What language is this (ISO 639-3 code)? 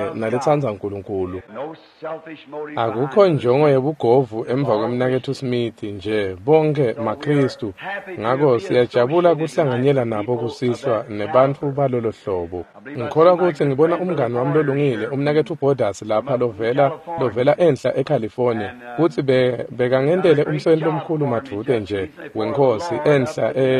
ssw